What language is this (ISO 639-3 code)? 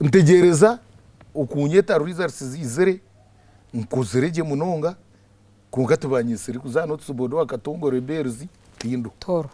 nyn